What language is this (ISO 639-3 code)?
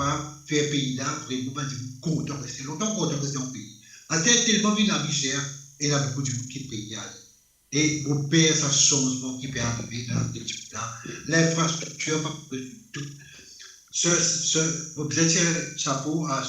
mfe